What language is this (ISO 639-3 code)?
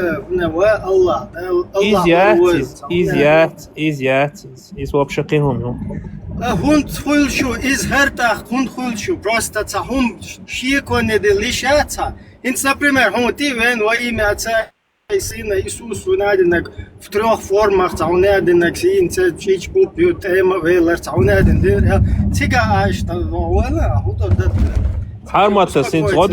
che